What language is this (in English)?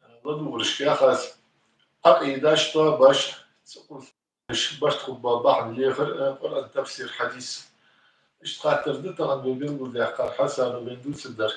Ingush